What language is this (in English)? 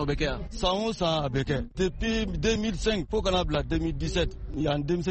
Bambara